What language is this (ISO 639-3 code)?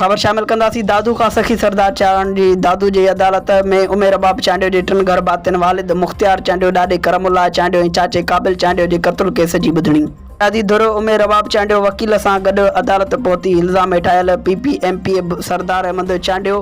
snd